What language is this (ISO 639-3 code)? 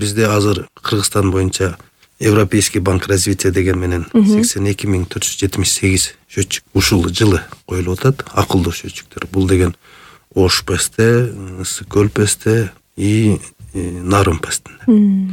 kir